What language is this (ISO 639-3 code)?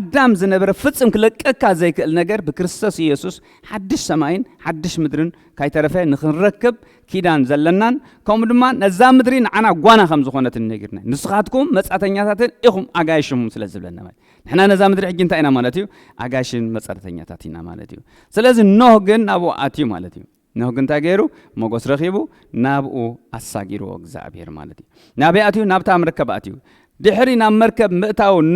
tir